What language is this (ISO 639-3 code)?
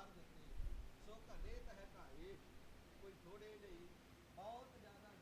pan